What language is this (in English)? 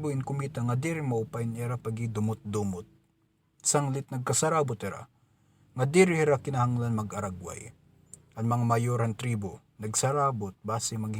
Waray